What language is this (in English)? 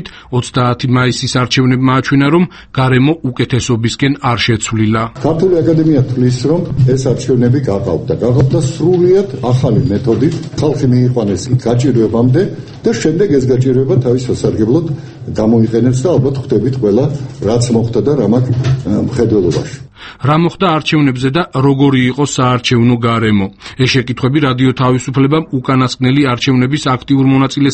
Georgian